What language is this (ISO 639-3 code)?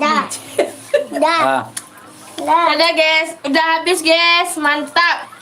min